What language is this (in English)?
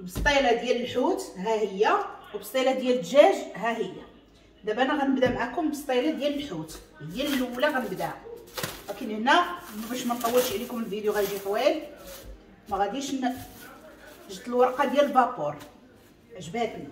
Moroccan Arabic